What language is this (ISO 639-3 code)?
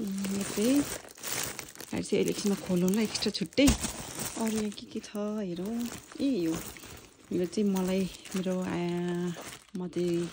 nep